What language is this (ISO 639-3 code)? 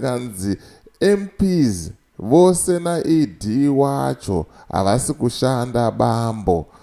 sna